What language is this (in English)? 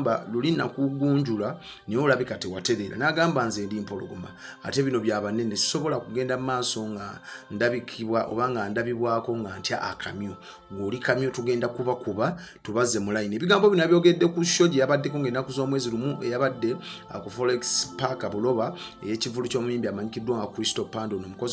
Ganda